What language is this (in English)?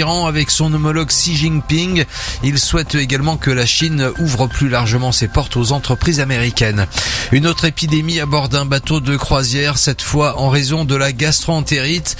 French